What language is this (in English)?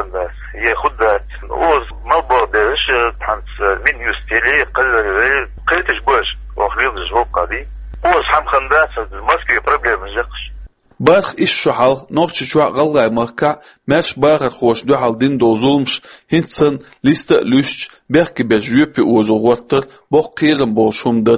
Chechen